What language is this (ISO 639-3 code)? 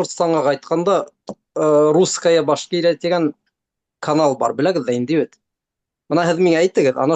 bak